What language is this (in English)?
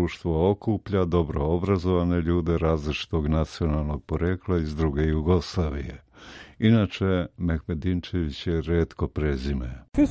Bosnian